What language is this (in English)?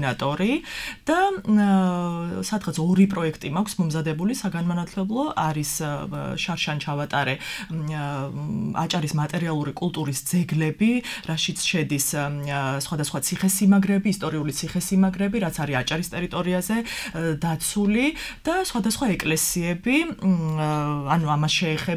Georgian